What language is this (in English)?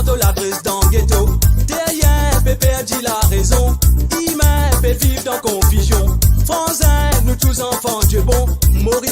Morisyen